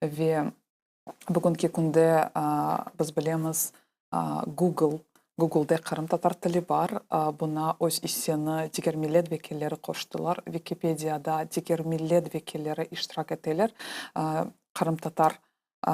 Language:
Crimean Tatar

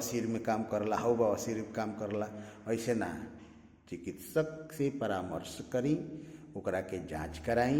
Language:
Bhojpuri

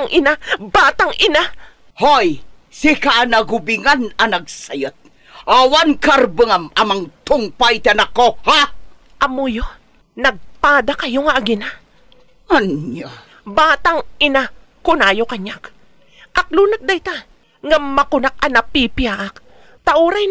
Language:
Iloko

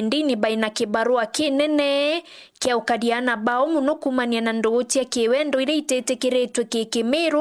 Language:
Meru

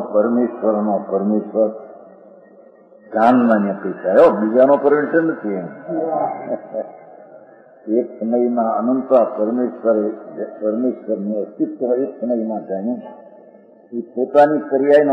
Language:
Gujarati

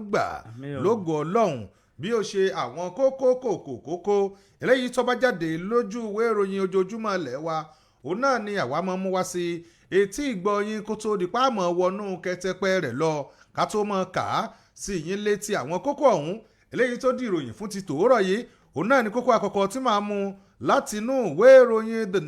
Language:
Yoruba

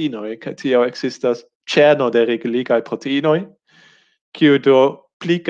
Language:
Esperanto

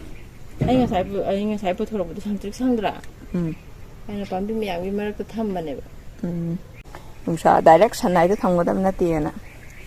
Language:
Manipuri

